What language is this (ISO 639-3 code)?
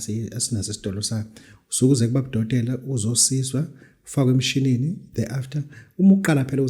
zul